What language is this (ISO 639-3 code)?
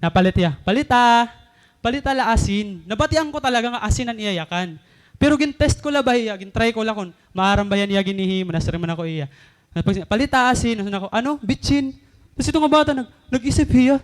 war